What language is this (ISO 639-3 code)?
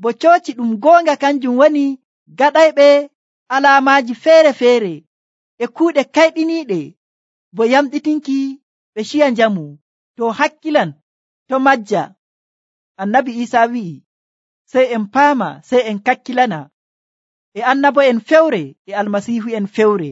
fuv